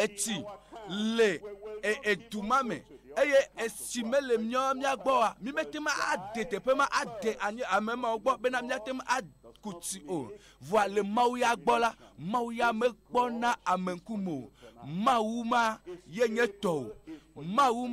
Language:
Ewe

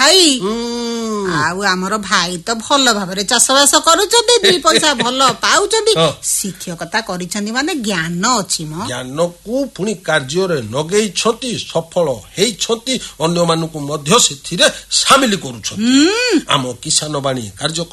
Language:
Odia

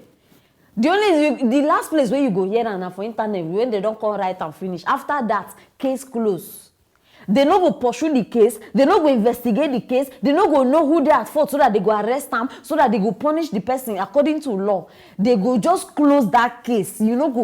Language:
Nigerian Pidgin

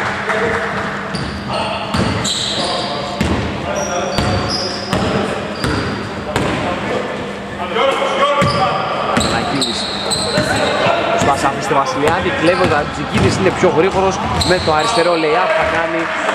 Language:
Greek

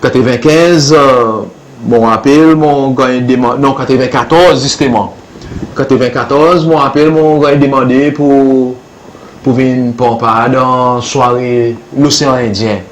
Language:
Seselwa Creole French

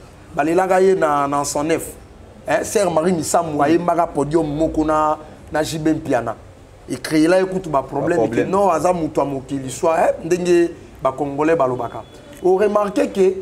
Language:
Lingala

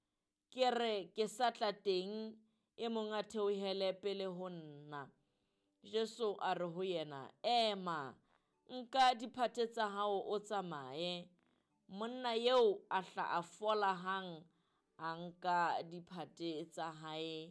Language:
Southern Sotho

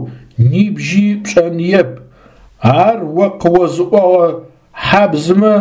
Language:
Adyghe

